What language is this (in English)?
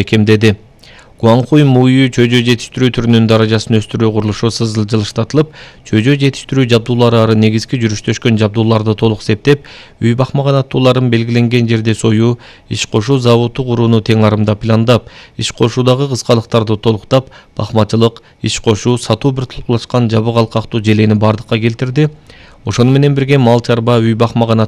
Kyrgyz